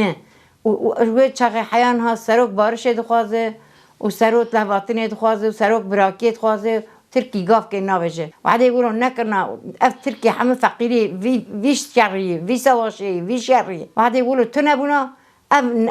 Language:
Kurdish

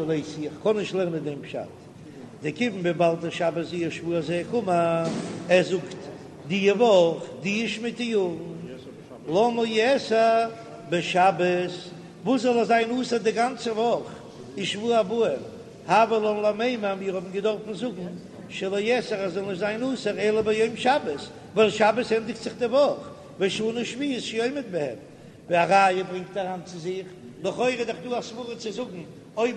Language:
Yiddish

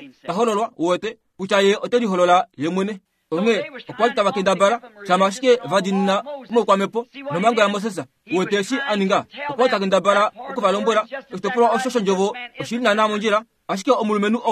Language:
Kuanyama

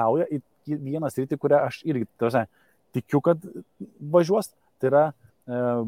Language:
Lithuanian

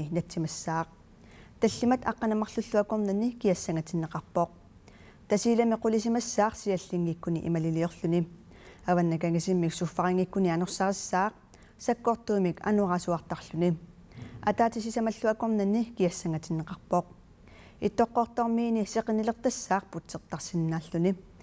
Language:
Kalaallisut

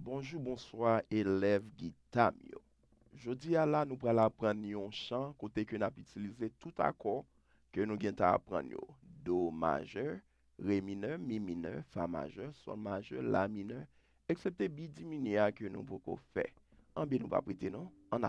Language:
Haitian Creole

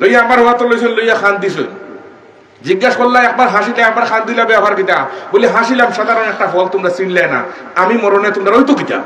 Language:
Sylheti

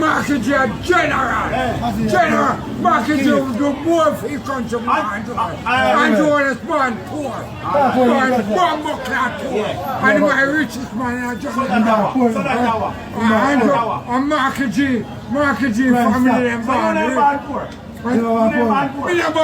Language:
Jamaican Creole English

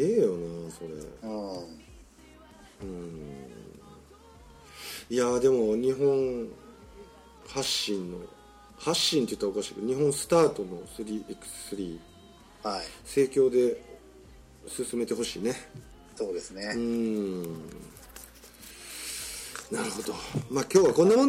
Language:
Japanese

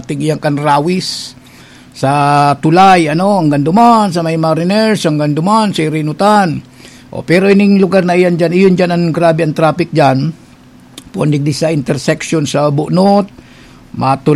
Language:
Bikol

